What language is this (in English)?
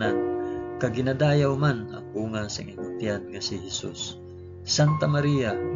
Hiligaynon